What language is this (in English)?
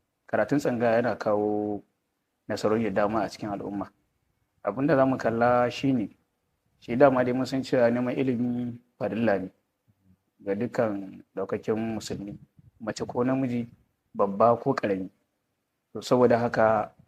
Hausa